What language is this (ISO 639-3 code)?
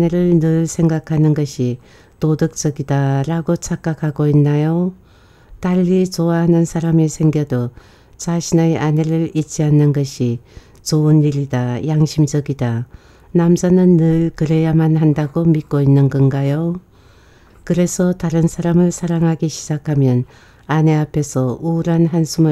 kor